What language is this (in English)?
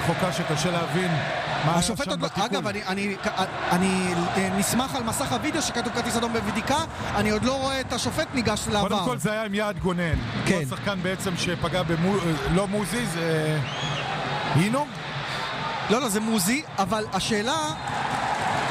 Hebrew